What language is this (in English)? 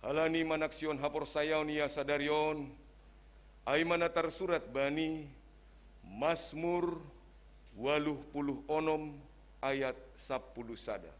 Batak Simalungun